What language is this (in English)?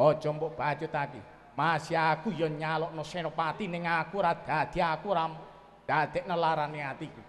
Javanese